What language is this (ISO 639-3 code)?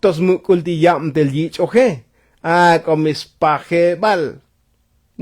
tzo